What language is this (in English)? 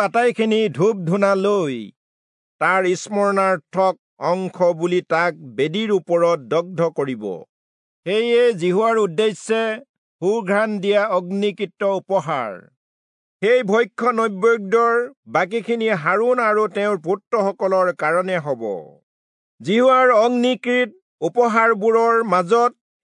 Assamese